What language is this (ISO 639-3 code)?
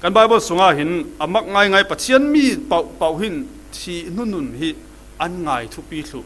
cfm